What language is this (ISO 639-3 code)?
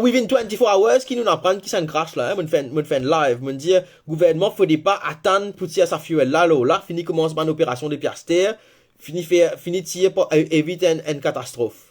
mfe